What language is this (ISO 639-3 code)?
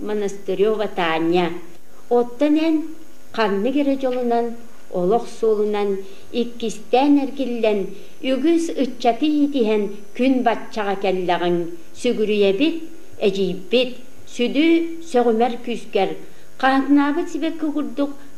sah